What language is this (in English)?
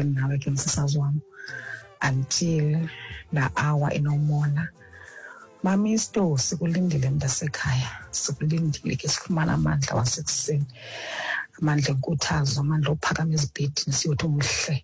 Xhosa